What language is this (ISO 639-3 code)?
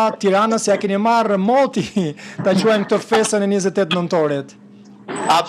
sqi